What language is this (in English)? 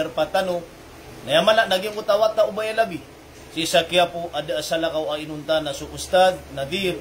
Maranao